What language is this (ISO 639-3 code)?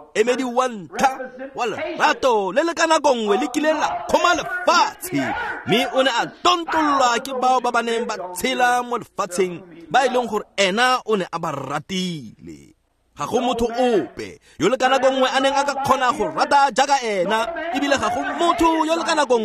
tsn